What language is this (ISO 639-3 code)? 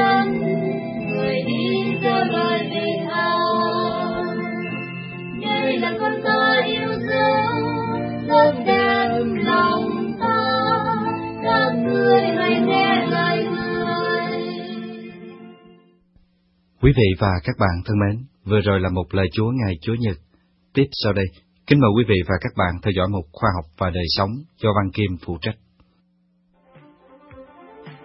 vie